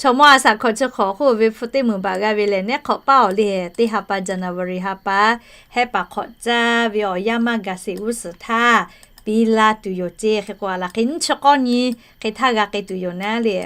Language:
Lahu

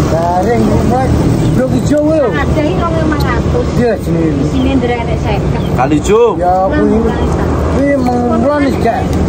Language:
Javanese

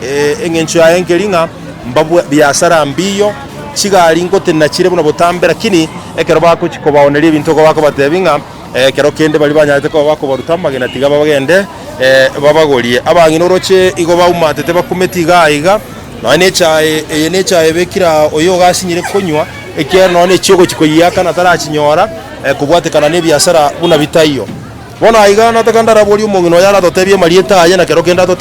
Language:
Gusii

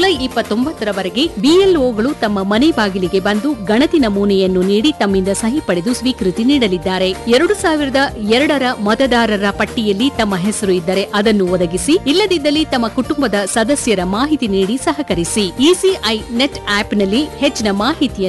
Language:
Kannada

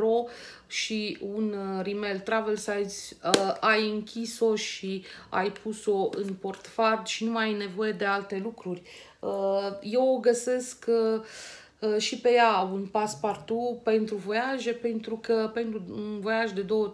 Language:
Romanian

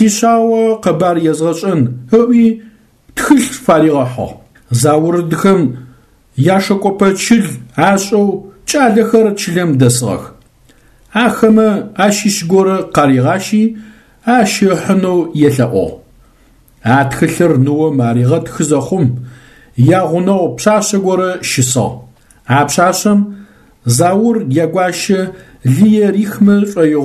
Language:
Adyghe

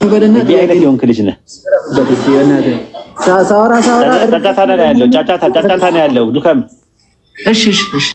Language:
Amharic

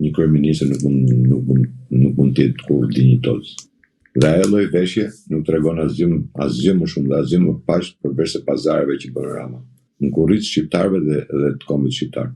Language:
Albanian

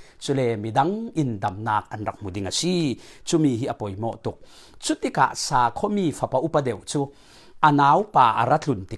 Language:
Falam Chin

